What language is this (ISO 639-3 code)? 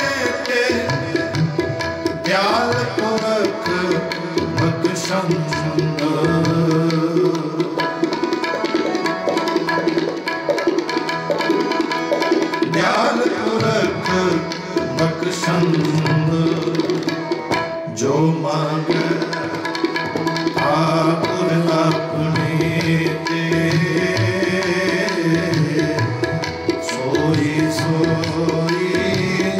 pan